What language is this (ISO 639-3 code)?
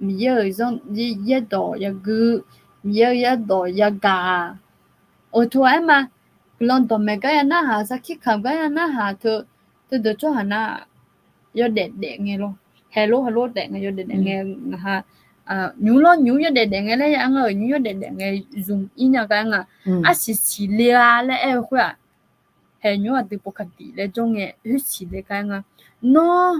ahk